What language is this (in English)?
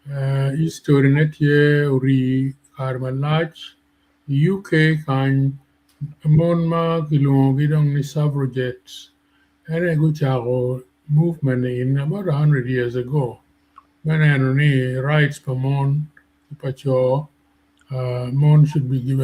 Acoli